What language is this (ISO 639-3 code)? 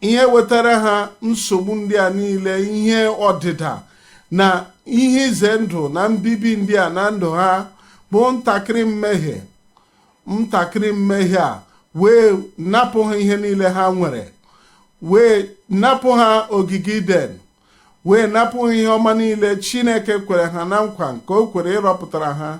ibo